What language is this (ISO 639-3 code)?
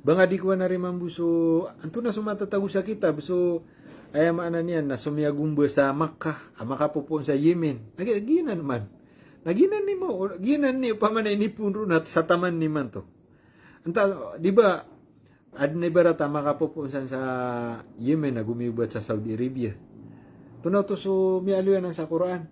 mrw